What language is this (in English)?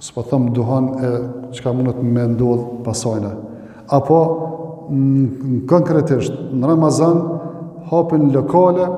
Albanian